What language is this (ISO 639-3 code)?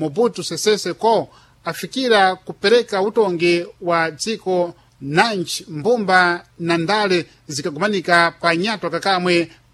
seh